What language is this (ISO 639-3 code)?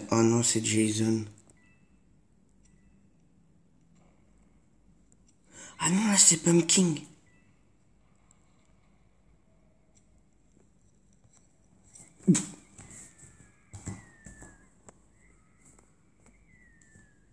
fra